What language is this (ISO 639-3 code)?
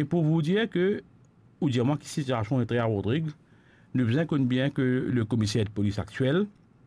mfe